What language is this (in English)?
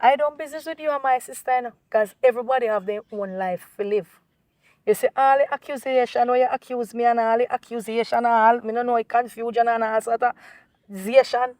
Jamaican Creole English